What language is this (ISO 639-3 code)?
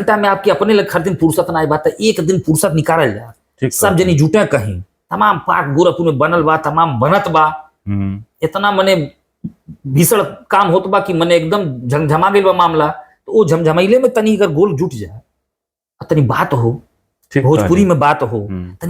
bho